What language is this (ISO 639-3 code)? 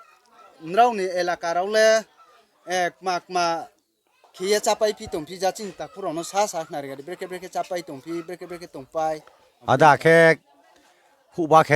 ria